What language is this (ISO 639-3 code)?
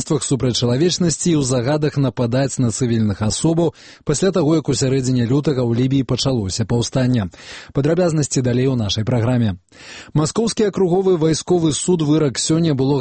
bel